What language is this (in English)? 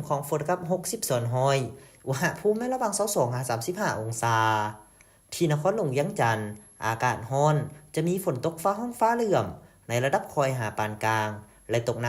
Lao